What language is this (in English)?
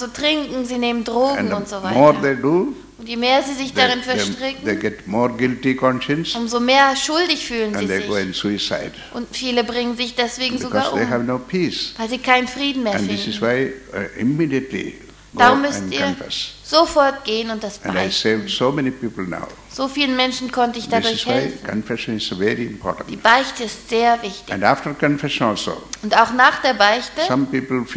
German